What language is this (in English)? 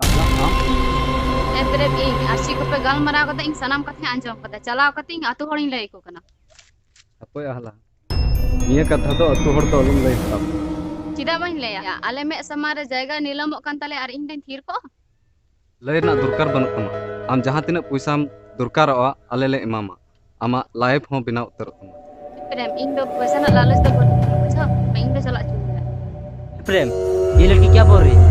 Santali